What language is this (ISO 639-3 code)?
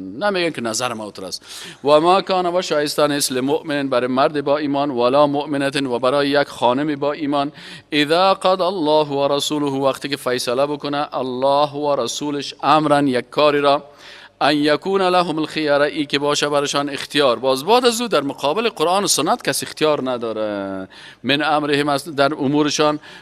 fas